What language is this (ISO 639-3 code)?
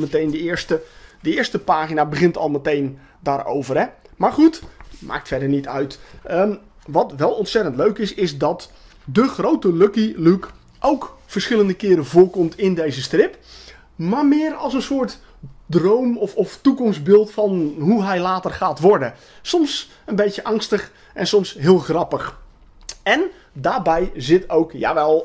nld